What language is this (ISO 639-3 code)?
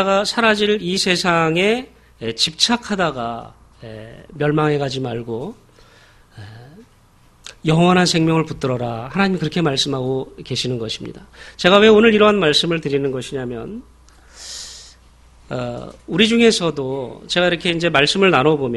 kor